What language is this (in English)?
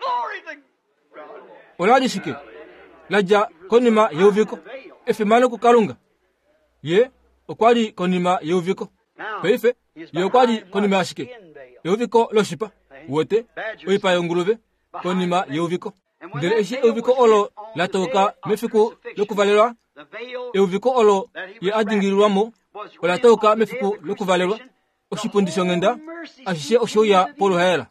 Kuanyama